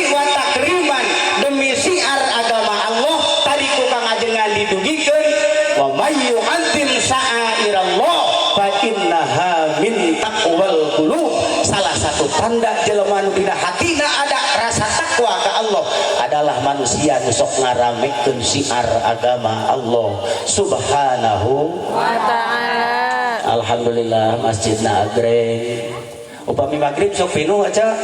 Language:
Sundanese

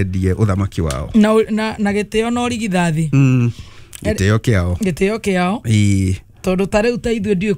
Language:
Kikuyu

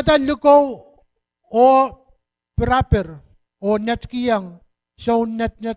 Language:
Pohnpeian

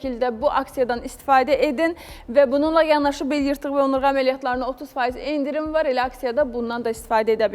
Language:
Azerbaijani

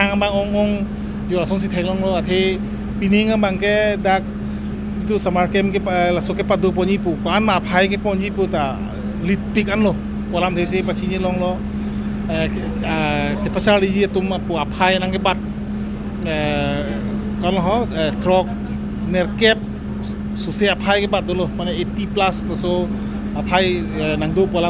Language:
Karbi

